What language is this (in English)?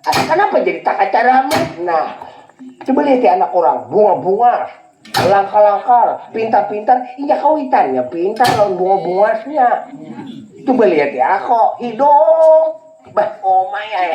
Banjar